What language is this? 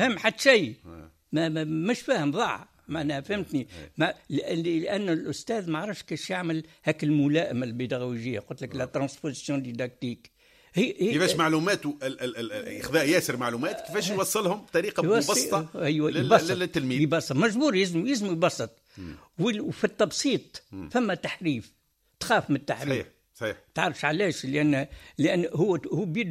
Tunisian Arabic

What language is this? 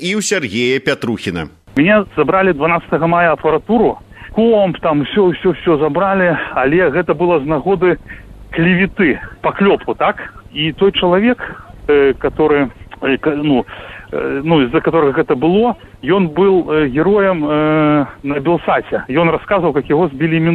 Belarusian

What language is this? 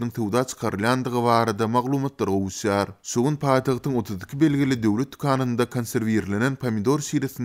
Turkmen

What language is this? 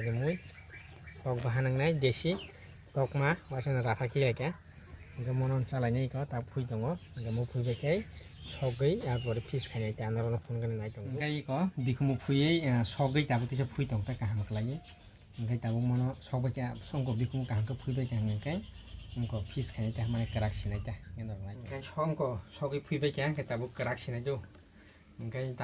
Kok Borok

